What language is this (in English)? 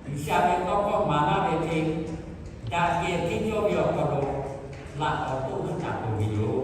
Lahu